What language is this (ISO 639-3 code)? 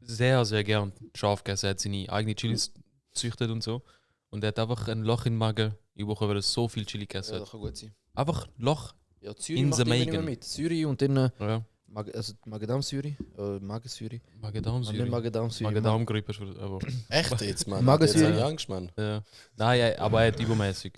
gsw